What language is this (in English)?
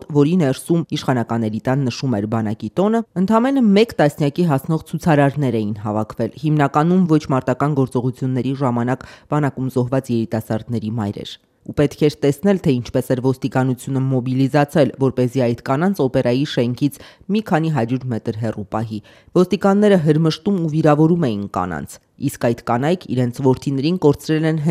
Armenian